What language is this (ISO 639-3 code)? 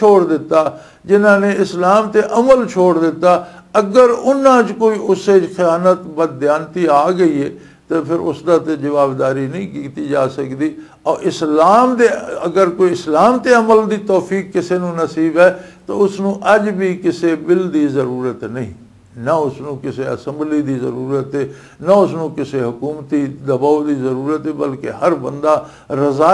lah